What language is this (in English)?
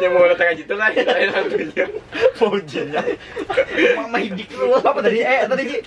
Banjar